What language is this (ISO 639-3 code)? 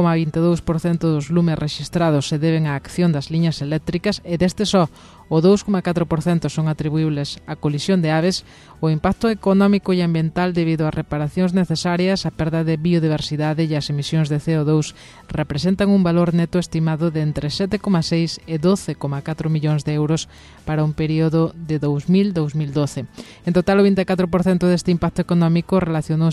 glg